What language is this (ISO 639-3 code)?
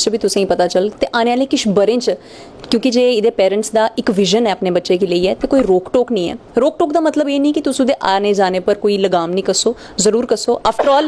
doi